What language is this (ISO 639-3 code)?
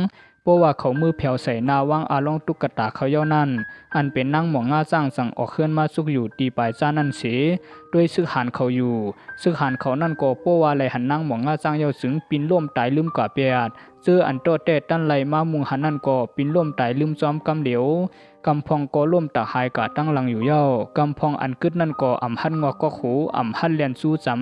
shn